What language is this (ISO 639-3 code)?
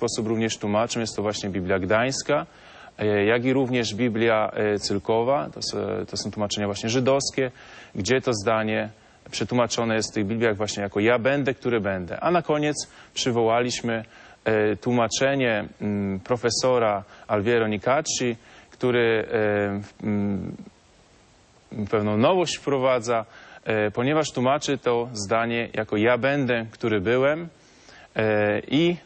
pol